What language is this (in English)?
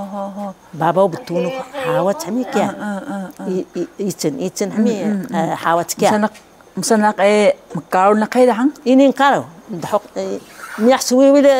Taroko